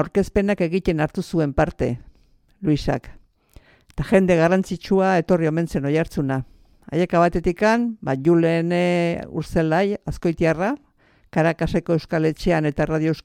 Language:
Basque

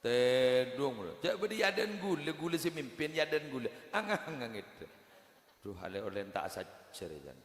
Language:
Madurese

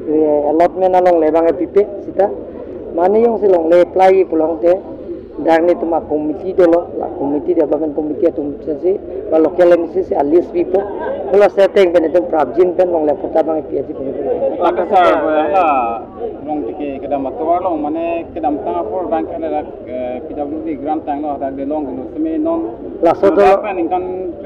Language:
Karbi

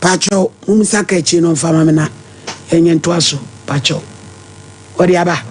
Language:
Akan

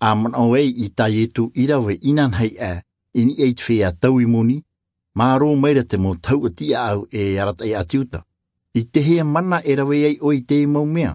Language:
Tahitian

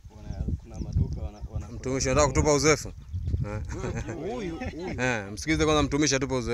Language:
Swahili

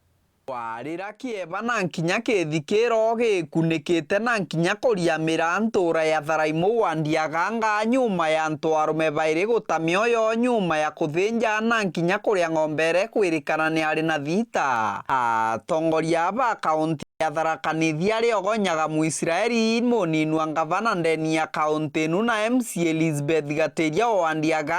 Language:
Meru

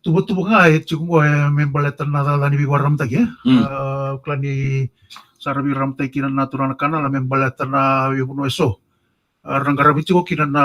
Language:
Fijian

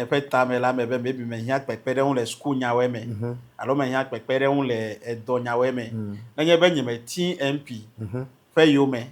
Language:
Ewe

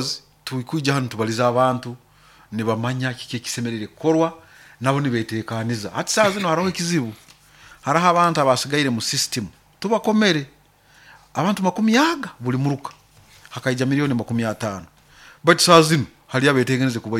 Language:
Nyoro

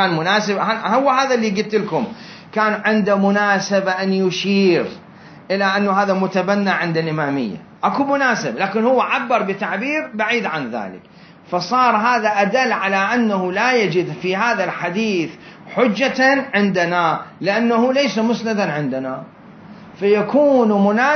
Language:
Mesopotamian Arabic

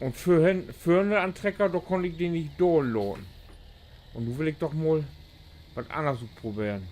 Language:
Low German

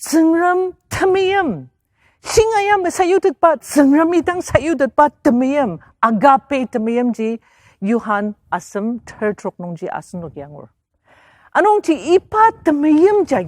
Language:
Ao Naga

